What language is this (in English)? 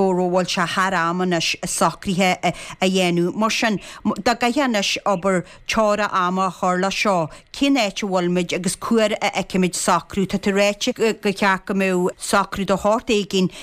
Irish